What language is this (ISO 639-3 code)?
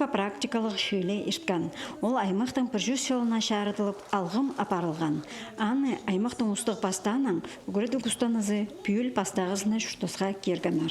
kjh